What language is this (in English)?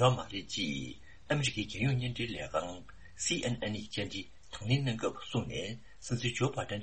Tibetan